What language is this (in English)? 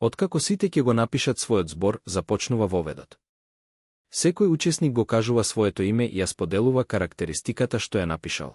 Macedonian